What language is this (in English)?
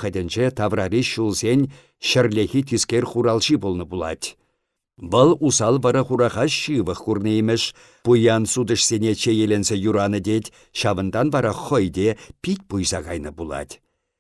Chuvash